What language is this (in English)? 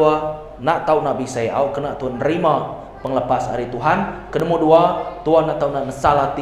Iban